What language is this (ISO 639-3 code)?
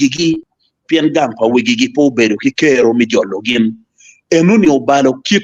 ach